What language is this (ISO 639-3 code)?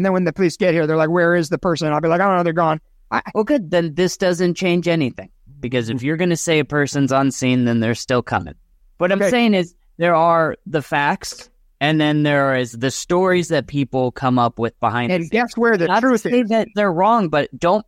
eng